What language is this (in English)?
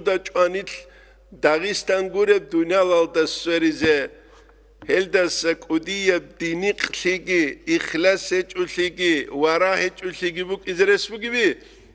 Avaric